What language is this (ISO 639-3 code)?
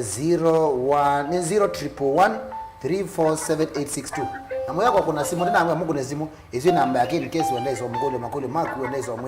kam